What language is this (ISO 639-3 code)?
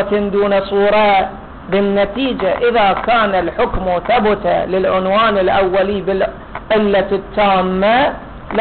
ara